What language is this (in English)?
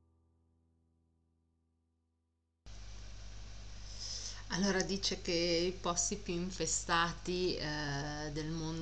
Italian